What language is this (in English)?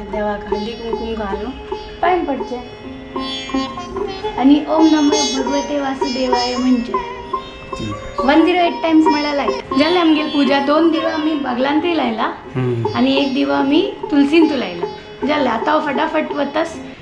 Konkani